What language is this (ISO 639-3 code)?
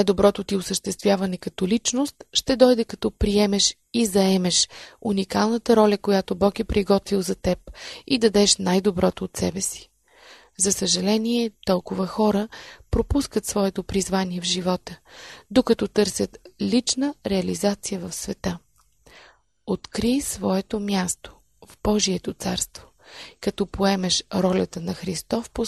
bul